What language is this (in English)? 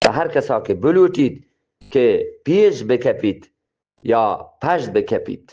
Eastern Balochi